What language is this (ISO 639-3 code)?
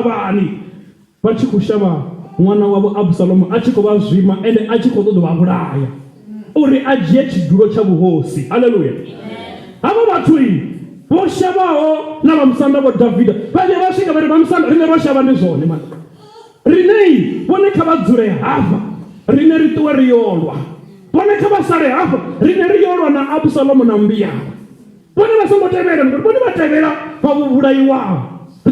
ven